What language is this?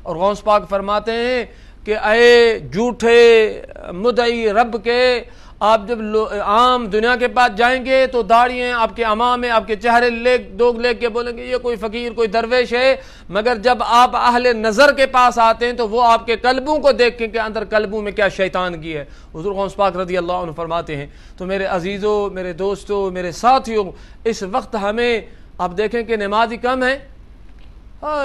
Urdu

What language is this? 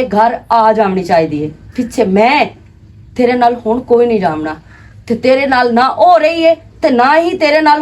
Western Panjabi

